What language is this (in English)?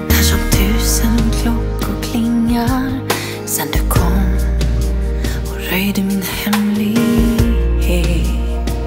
Swedish